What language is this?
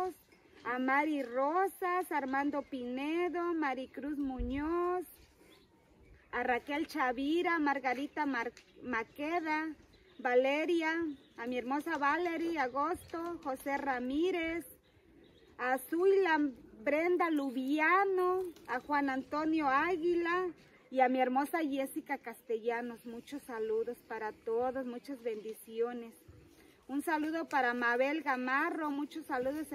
Spanish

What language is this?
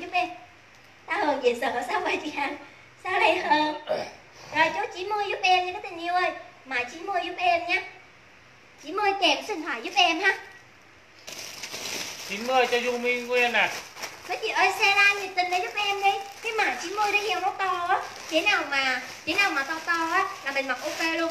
Vietnamese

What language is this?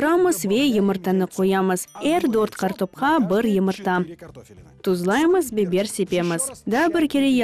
Crimean Tatar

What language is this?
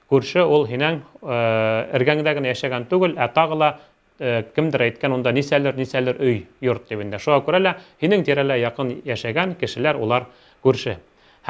Bashkir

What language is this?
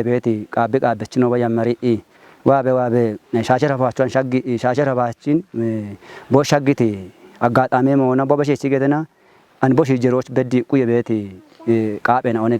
Kafa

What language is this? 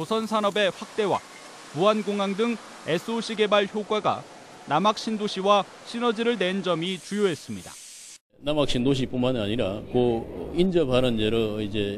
Korean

